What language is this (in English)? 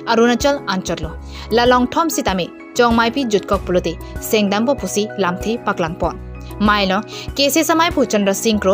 Karbi